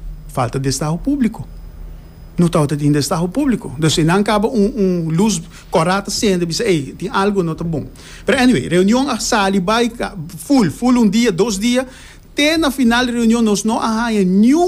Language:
Papiamento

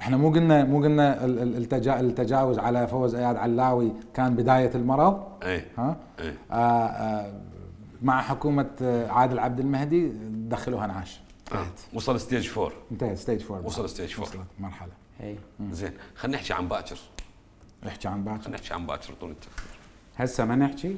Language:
Mesopotamian Arabic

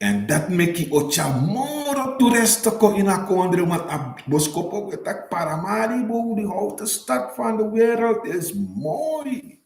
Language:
Sranan Tongo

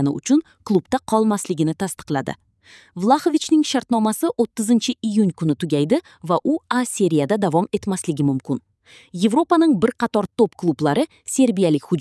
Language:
Uzbek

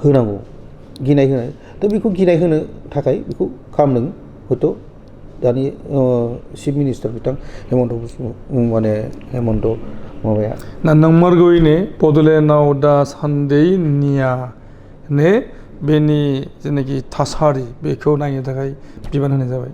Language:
Bodo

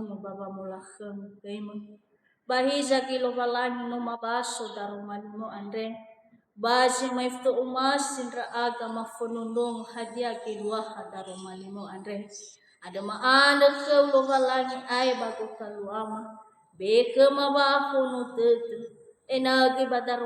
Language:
Nias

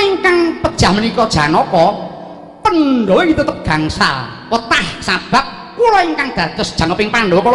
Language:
Javanese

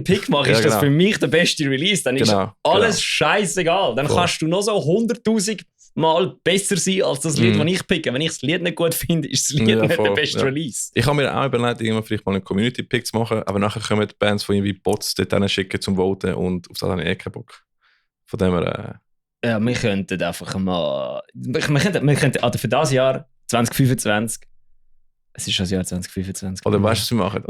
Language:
Swiss German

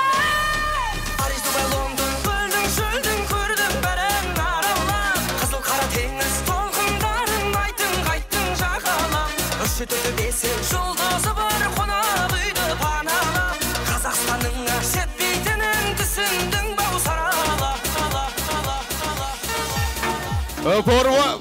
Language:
Kazakh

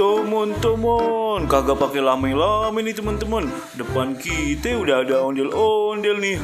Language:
Betawi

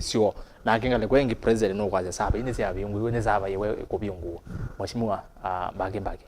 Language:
Kamba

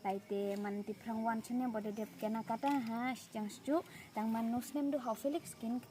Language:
Khasi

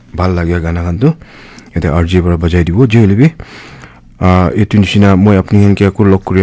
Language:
Naga Pidgin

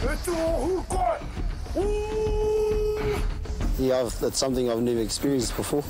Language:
Māori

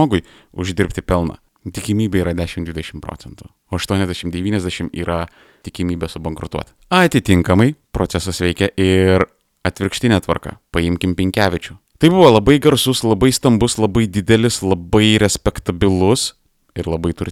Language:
Lithuanian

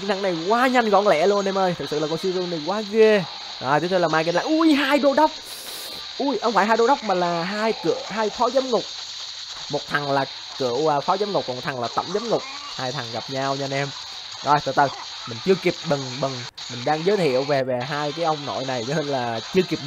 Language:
Vietnamese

